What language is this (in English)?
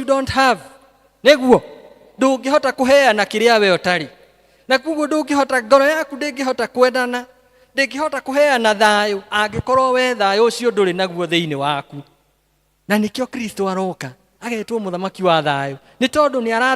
Kikuyu